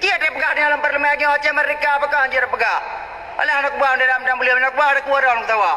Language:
Achinese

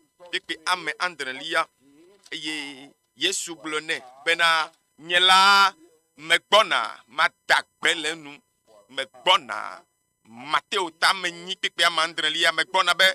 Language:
Ewe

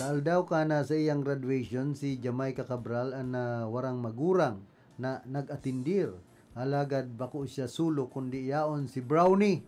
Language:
Bikol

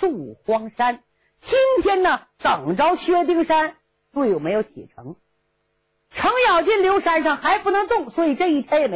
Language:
Chinese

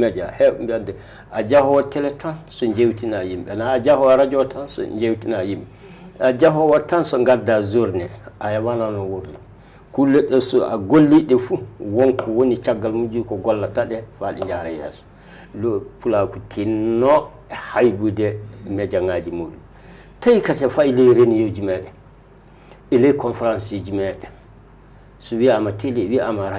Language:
Fula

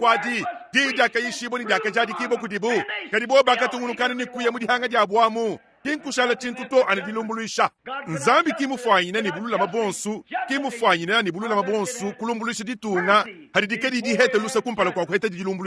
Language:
Luba-Lulua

